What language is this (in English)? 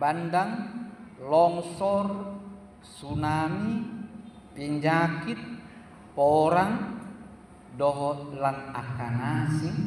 Batak Toba